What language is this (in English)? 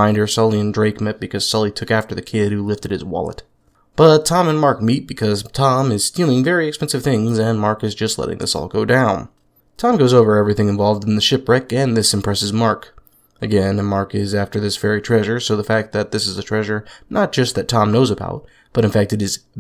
English